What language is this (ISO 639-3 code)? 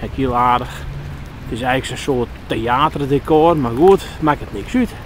fry